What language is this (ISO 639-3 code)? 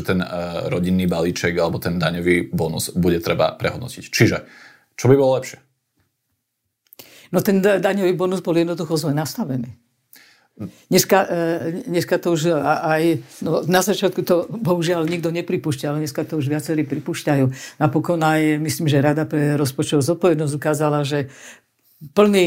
slk